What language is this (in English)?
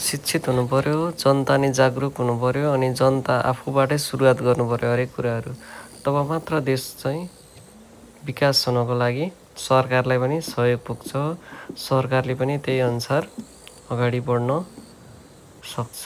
Nepali